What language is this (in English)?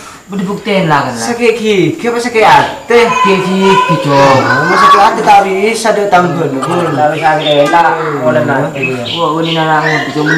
Madurese